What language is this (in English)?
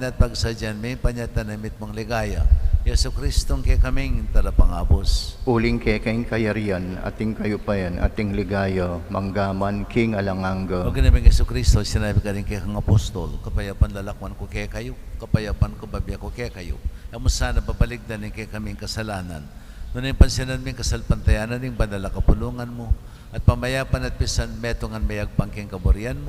Pampanga